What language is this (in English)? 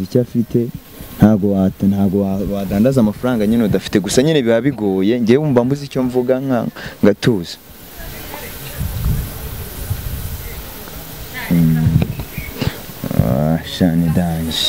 Kinyarwanda